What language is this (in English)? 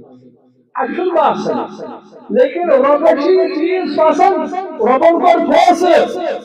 Kashmiri